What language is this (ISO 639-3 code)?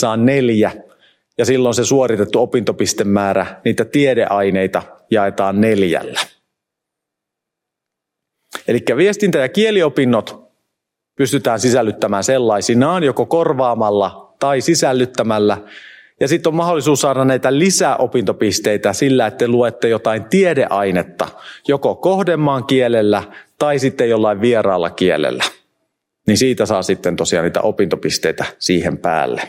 fin